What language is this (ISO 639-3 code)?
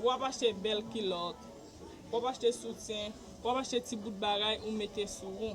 hat